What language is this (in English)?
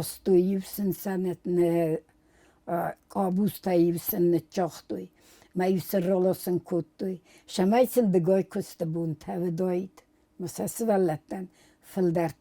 Ossetic